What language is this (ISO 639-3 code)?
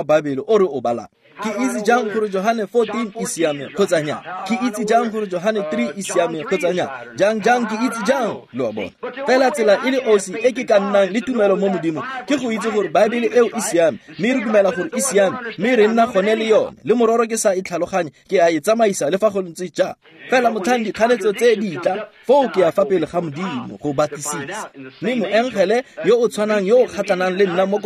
tsn